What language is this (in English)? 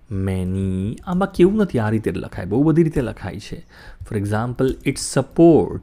Gujarati